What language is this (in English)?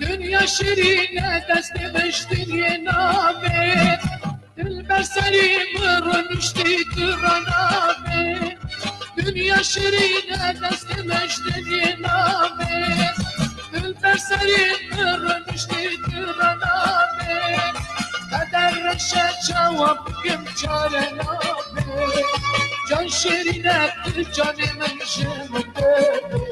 Kurdish